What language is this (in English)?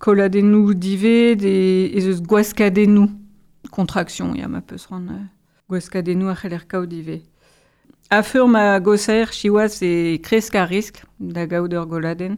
Breton